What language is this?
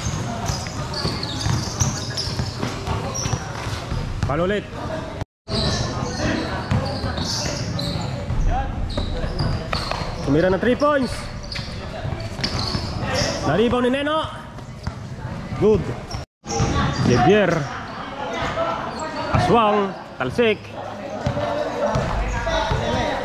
Filipino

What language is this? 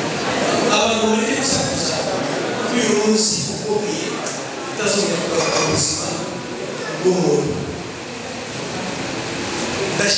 Kinyarwanda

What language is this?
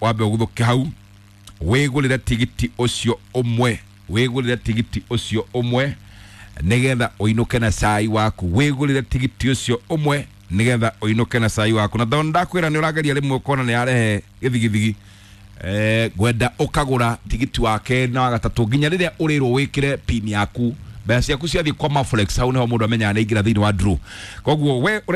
Kikuyu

